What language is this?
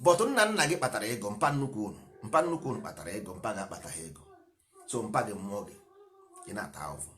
Igbo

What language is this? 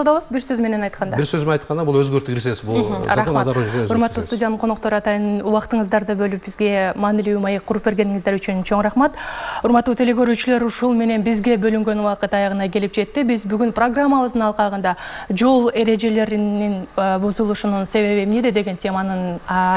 Kyrgyz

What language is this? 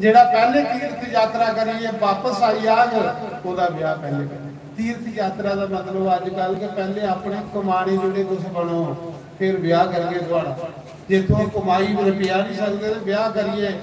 Dogri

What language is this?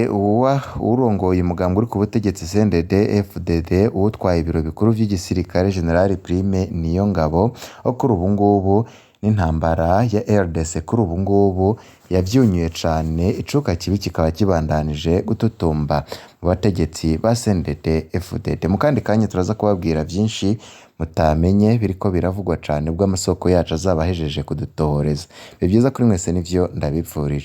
Rundi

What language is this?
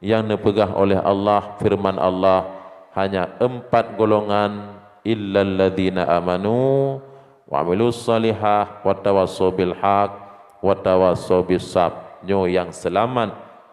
Achinese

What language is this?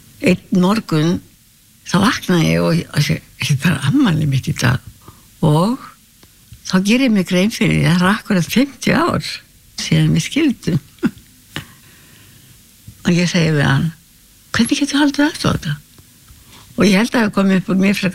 Icelandic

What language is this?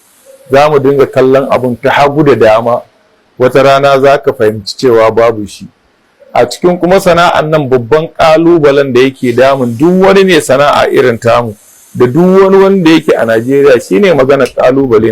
Hausa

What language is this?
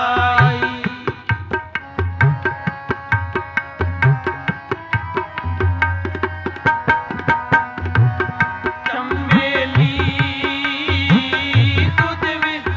Punjabi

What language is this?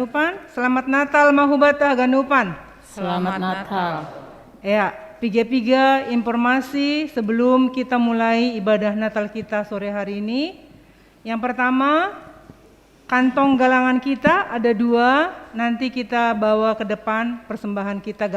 Batak Simalungun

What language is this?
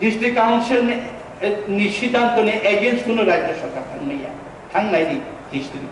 Kok Borok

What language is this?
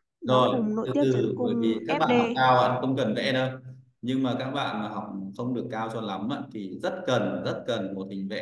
Vietnamese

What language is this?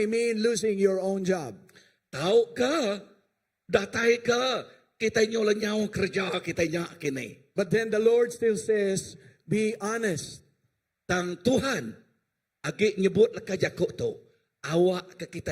Iban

